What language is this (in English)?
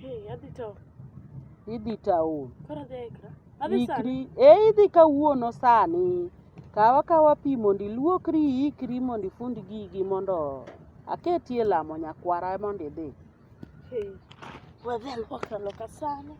Luo (Kenya and Tanzania)